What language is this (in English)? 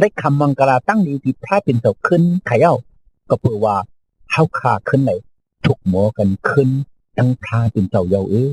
Shan